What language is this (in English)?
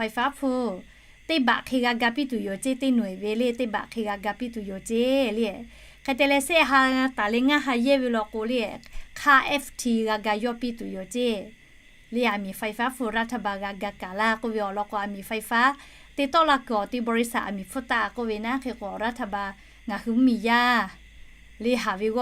Lahu